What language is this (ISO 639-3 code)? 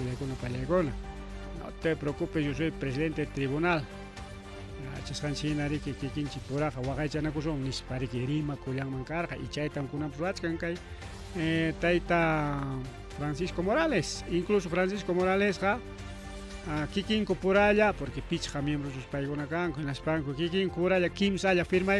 quy